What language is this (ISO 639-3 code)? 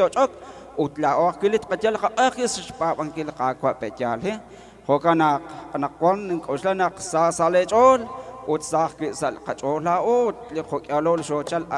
kek